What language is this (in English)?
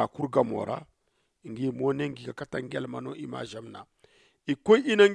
Zarma